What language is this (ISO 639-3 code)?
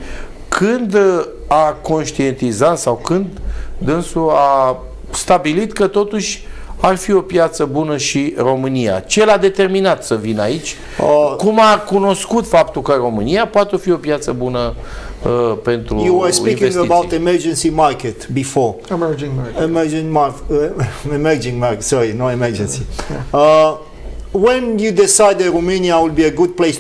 ron